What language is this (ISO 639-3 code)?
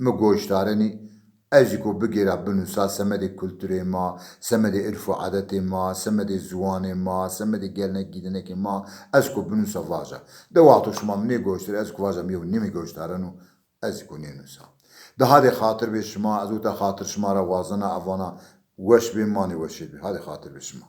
zza